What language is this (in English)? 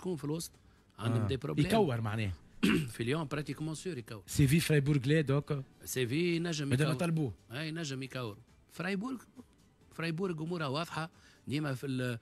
Tunisian Arabic